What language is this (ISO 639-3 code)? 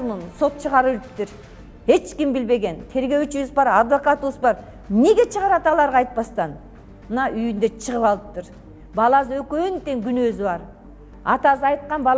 kir